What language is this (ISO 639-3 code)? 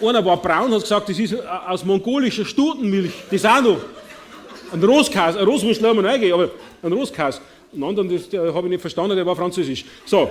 bar